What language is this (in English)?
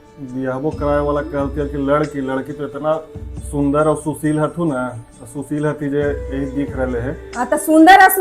Magahi